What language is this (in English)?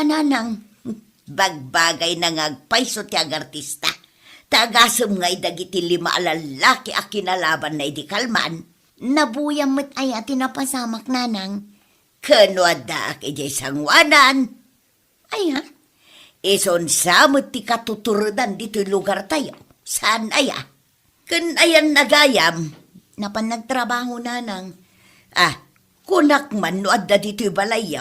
Iloko